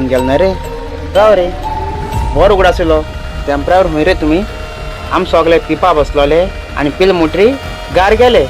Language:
Konkani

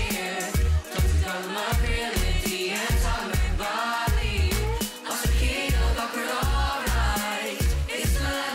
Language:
Irish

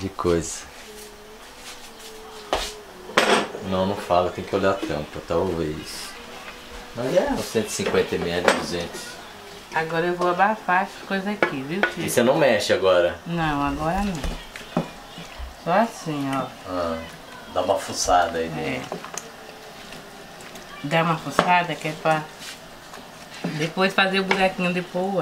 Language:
Portuguese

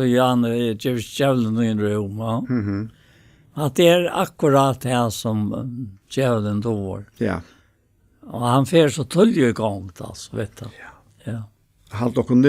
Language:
Faroese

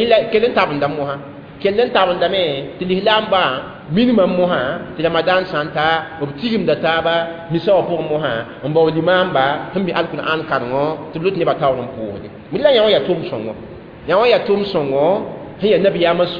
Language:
Mossi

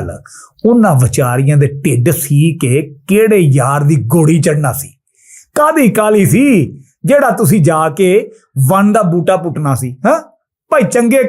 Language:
Western Panjabi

